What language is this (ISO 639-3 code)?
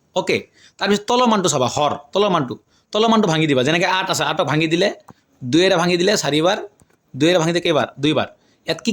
asm